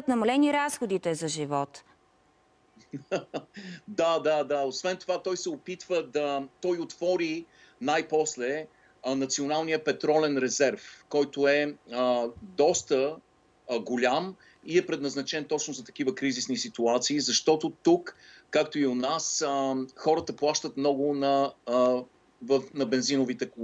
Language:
Bulgarian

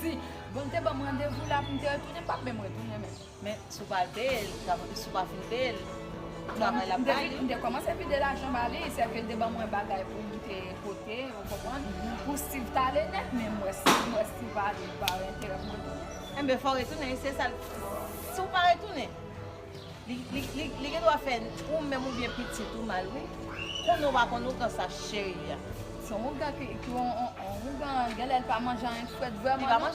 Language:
Haitian Creole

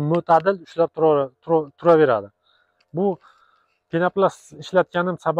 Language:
Uzbek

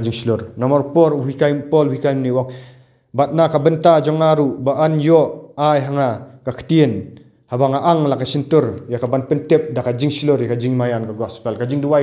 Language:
Khasi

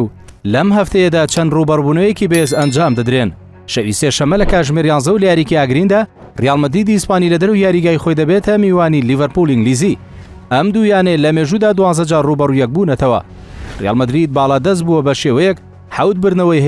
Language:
Central Kurdish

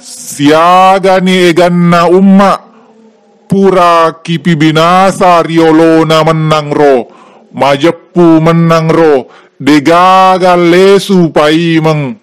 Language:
Buginese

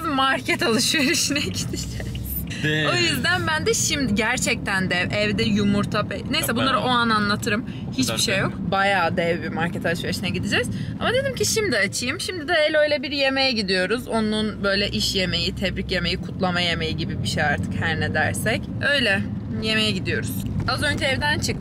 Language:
Turkish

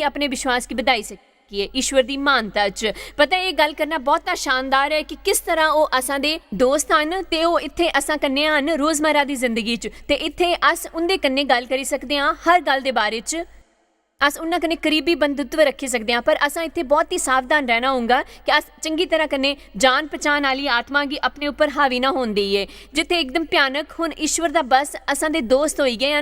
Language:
Dogri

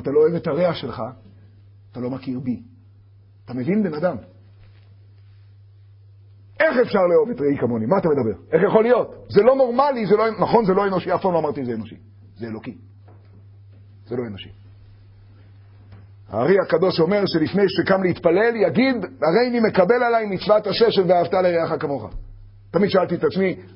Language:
Hebrew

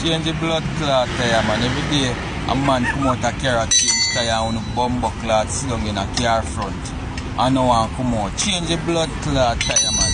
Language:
Jamaican Creole English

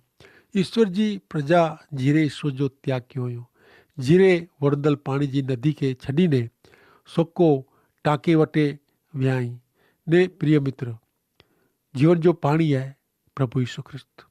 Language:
Kachhi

